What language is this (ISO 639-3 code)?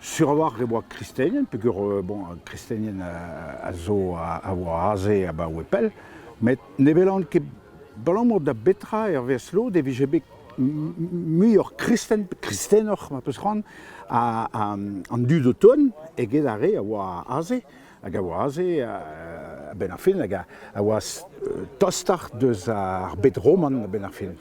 bre